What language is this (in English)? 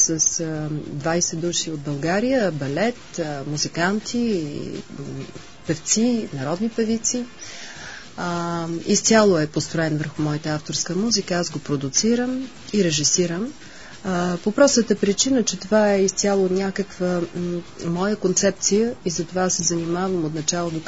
Bulgarian